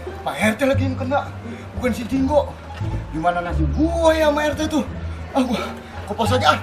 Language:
Betawi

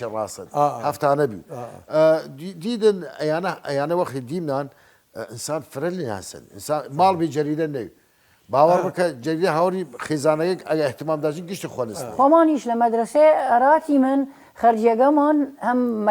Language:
Southern Kurdish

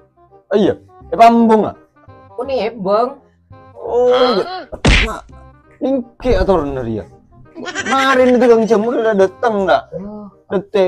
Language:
Madurese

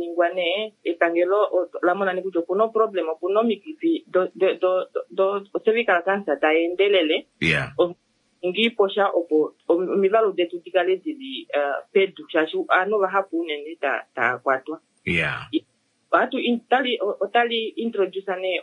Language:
Kuanyama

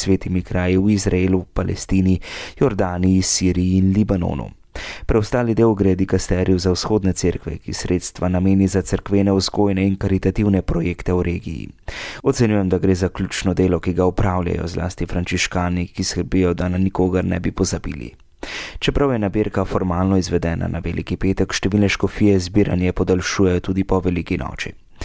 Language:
Slovenian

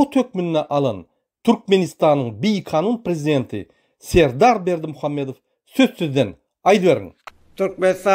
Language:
Turkmen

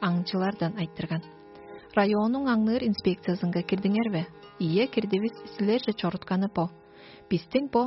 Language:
Tuvinian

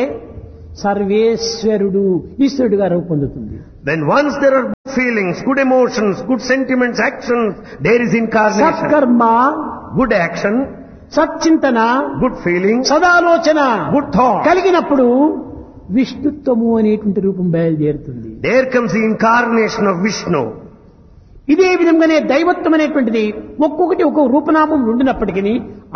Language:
Telugu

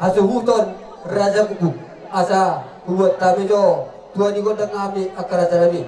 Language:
Batak Toba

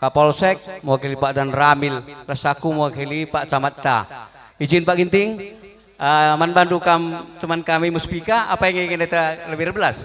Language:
Batak Karo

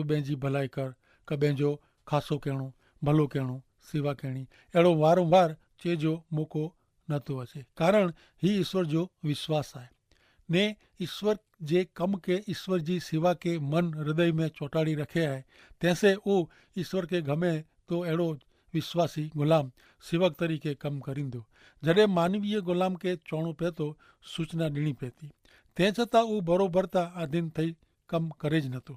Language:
Kachhi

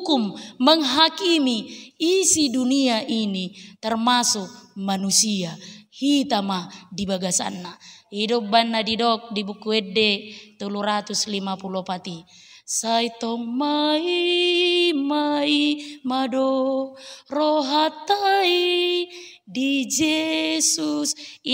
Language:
Batak Toba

